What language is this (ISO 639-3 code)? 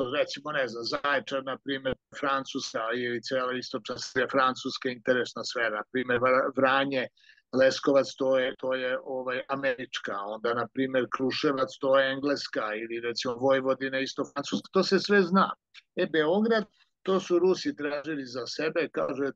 srp